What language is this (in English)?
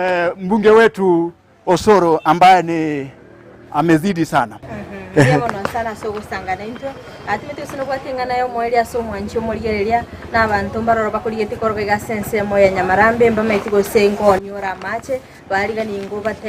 Gusii